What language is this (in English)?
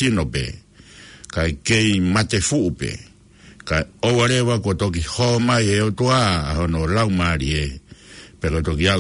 Tongan